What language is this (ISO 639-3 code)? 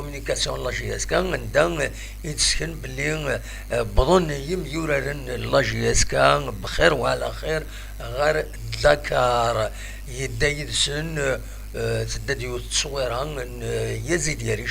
kab